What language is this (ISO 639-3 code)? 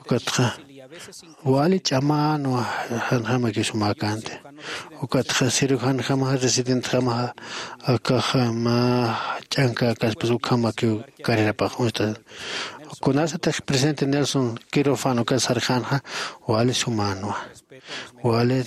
aym